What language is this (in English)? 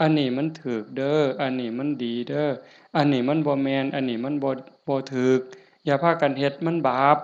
Northeastern Thai